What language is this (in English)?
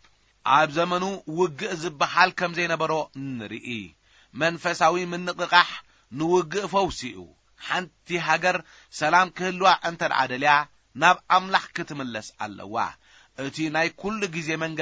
Tigrinya